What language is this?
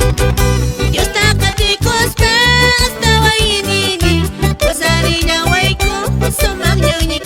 Quechua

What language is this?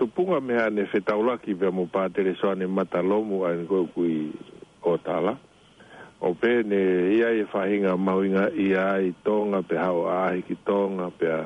Tongan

